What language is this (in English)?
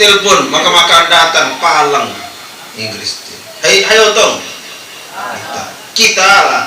Sasak